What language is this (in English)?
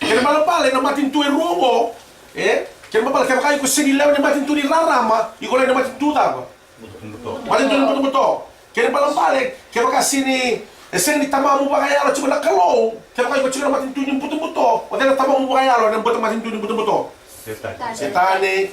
Fijian